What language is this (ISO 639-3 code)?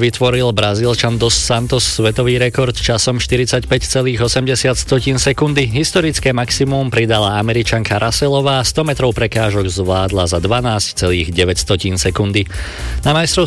slk